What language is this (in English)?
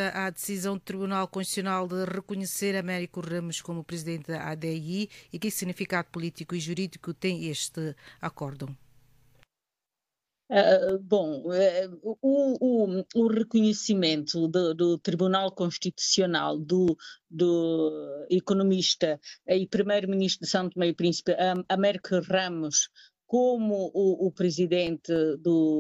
Portuguese